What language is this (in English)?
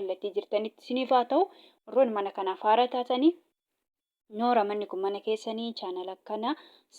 Oromo